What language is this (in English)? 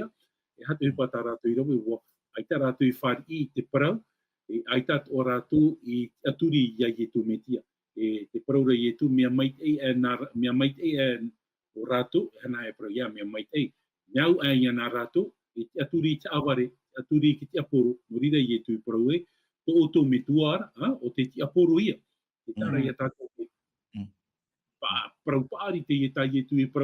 Tahitian